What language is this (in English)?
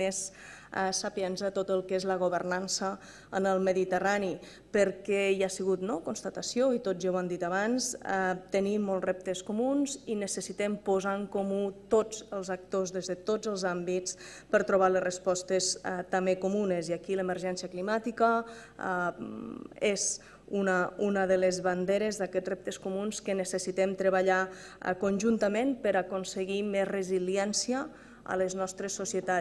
Catalan